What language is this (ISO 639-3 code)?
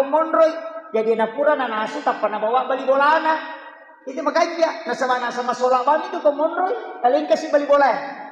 bug